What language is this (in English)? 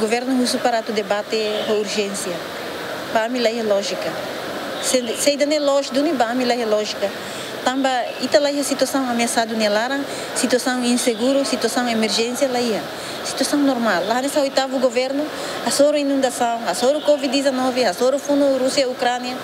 Tetum